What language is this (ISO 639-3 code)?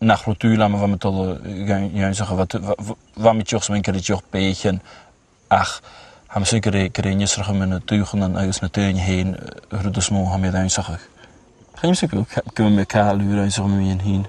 gla